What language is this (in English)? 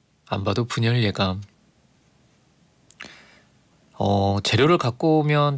Korean